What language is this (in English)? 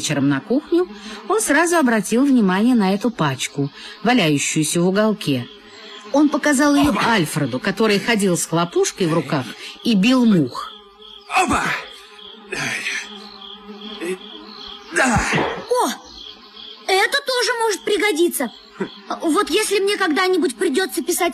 Russian